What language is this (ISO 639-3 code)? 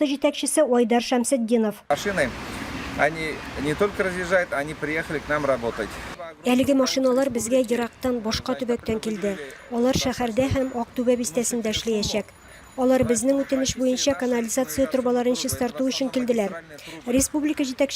tat